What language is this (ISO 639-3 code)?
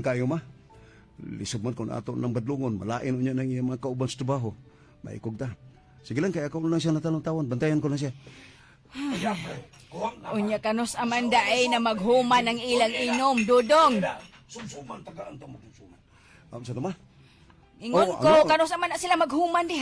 ceb